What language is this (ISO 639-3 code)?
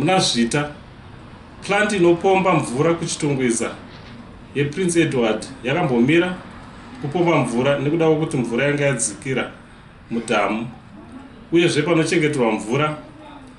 sna